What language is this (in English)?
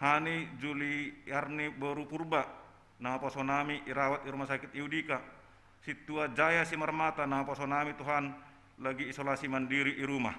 Batak Simalungun